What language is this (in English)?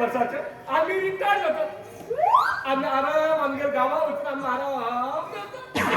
Konkani